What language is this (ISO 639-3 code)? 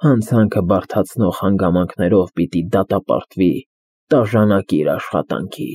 hye